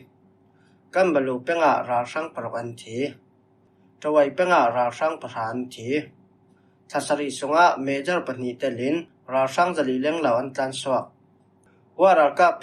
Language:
Falam Chin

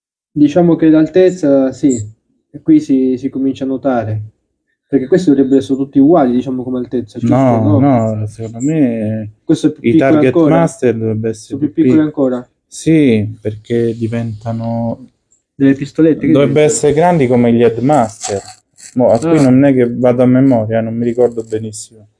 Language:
Italian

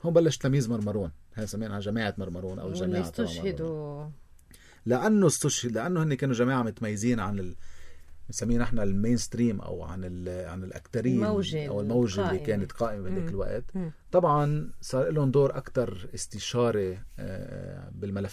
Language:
North Levantine Arabic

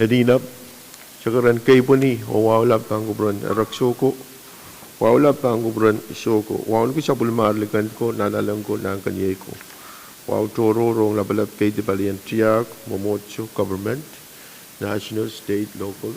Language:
Pohnpeian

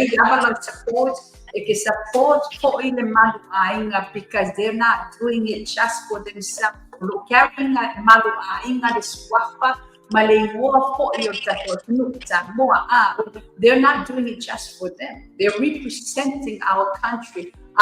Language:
Samoan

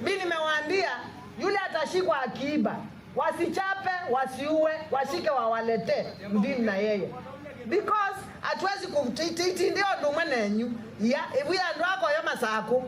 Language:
Kamba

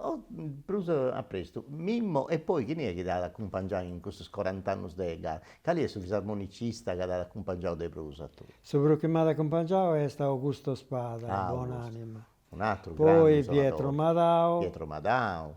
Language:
Sardinian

